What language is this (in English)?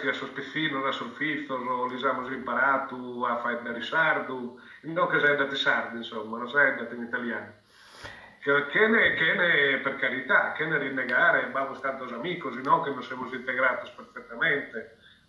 Sardinian